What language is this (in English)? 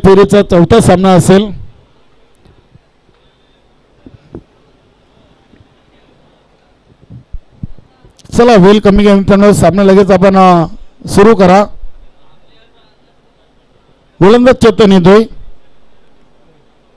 Marathi